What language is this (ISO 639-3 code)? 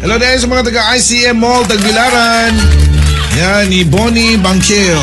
ceb